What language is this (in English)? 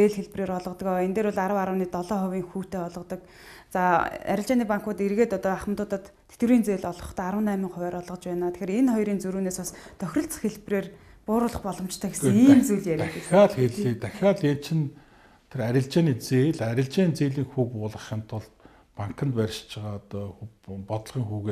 Mongolian